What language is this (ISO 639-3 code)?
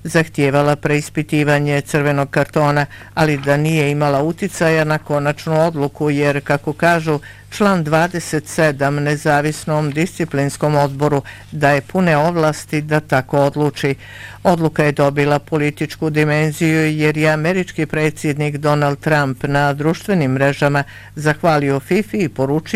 bos